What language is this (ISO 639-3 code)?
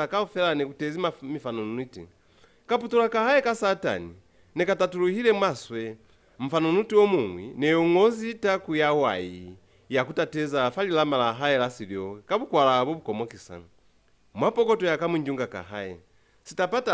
loz